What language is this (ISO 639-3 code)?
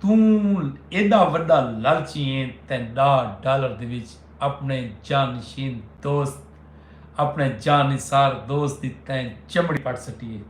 skr